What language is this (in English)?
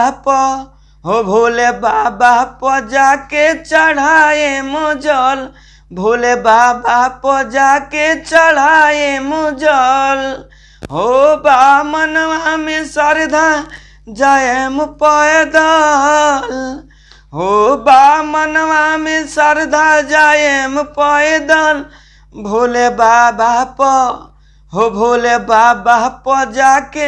Bhojpuri